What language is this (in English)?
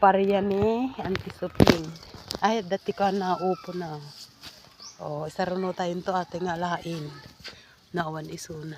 Iloko